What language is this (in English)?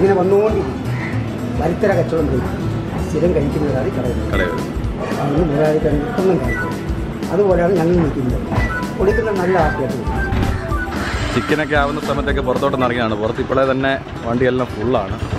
Malayalam